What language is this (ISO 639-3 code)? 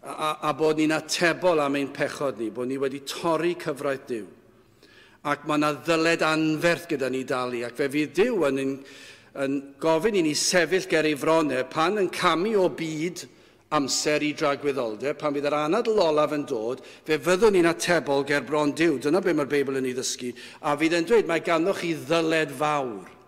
cym